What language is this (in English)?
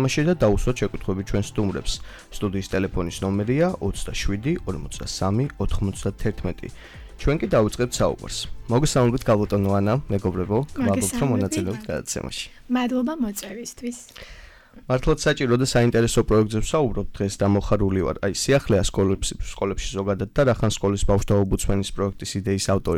Georgian